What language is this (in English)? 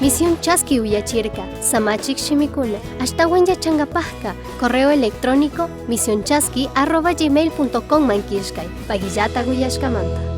Chimborazo Highland Quichua